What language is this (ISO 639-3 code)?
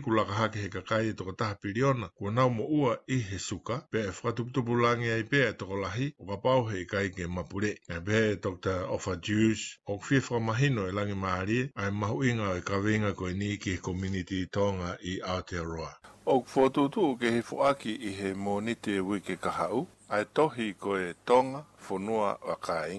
ton